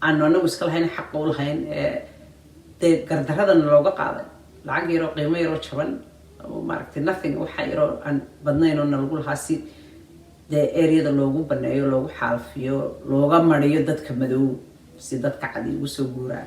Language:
Somali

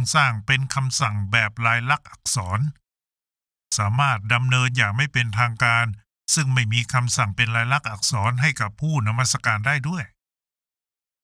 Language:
Thai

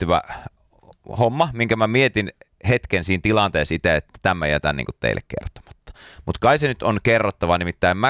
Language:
Finnish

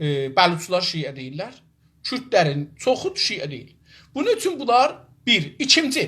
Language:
South Azerbaijani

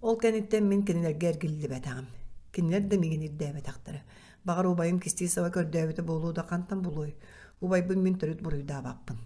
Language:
Yakut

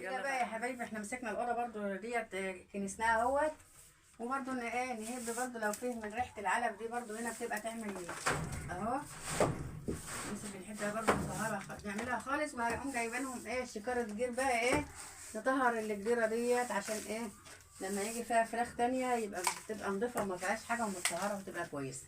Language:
Egyptian Arabic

